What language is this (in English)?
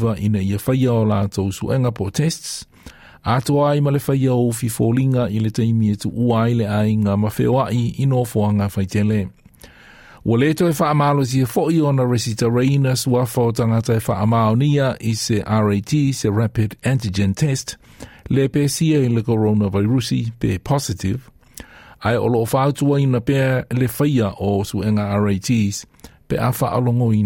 Samoan